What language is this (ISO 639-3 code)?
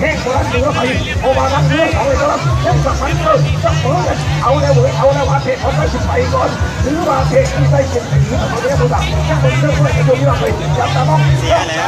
lao